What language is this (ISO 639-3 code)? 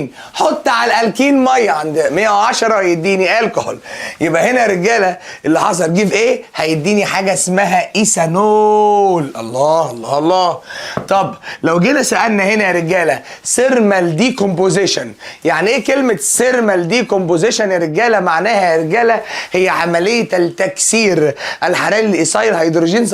arz